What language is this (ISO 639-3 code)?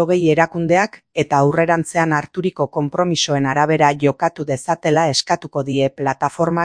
eus